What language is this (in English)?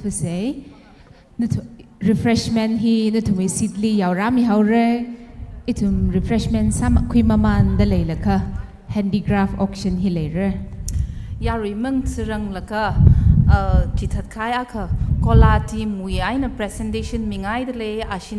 Tangkhul Naga (India)